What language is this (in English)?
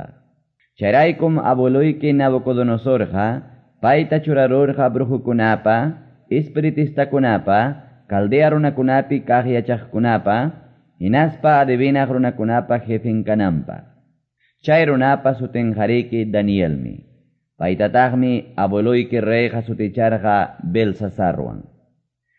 Quechua